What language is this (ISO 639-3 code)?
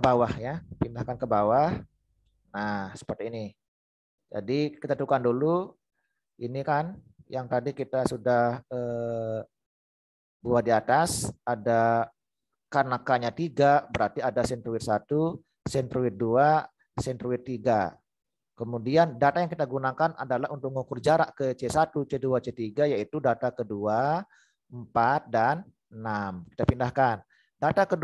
ind